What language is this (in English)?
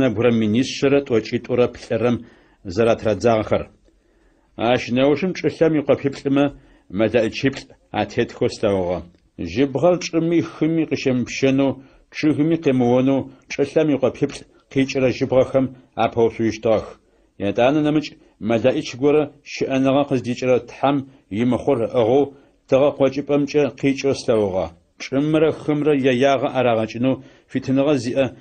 Adyghe